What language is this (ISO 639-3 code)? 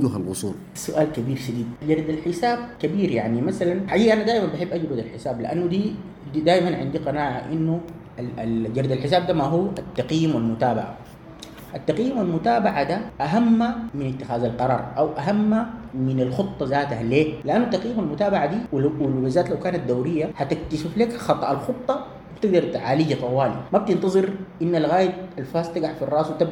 apd